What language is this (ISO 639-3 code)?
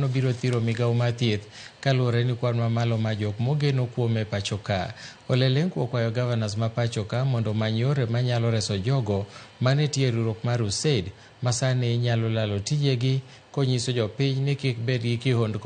luo